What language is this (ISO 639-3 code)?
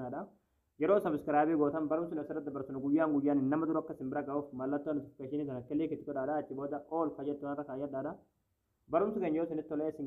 orm